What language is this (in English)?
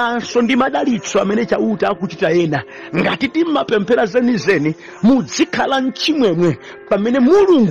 Nyanja